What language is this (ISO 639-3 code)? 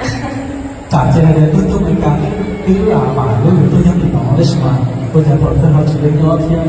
hmn